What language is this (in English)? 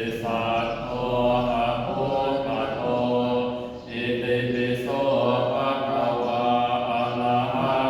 Pali